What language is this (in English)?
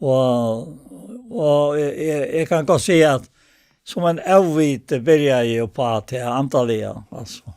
Faroese